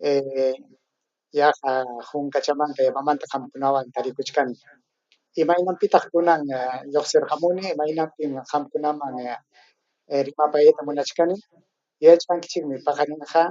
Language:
Ayacucho Quechua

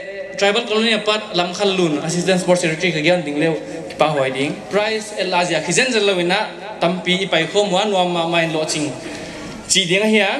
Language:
Paite Chin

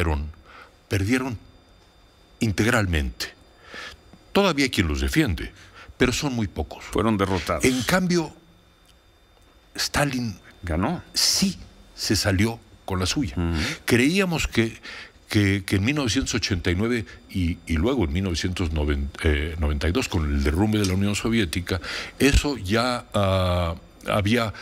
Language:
Spanish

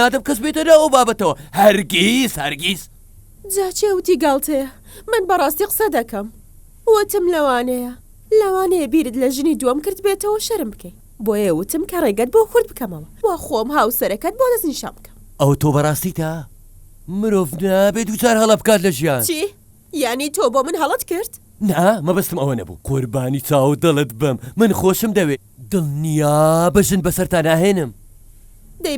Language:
Central Kurdish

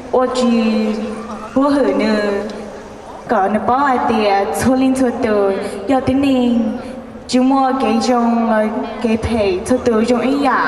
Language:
Hmong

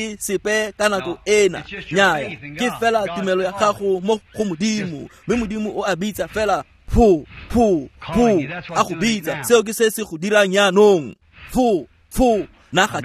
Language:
Tswana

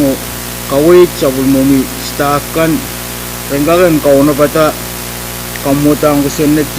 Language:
Pohnpeian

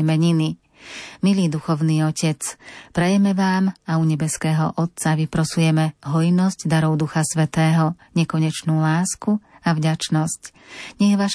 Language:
Slovak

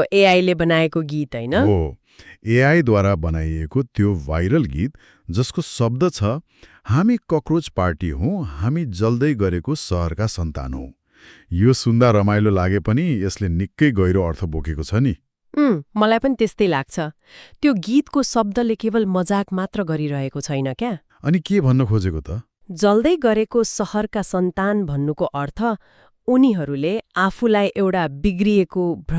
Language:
Nepali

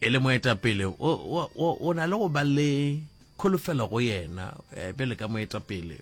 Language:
Northern Sotho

